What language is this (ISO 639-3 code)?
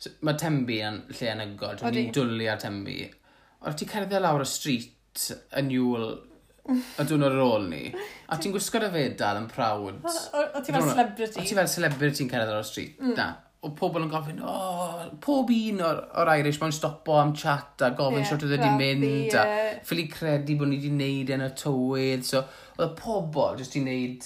cym